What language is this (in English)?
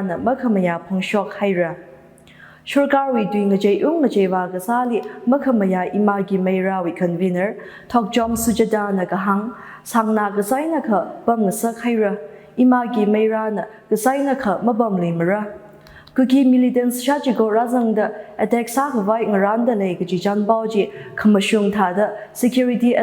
Tangkhul Naga (India)